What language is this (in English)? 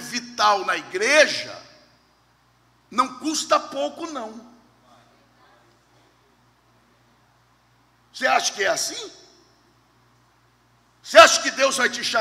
Portuguese